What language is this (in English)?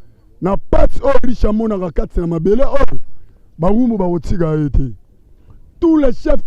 Lingala